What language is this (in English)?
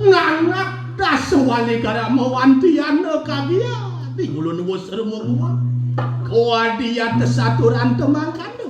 Balinese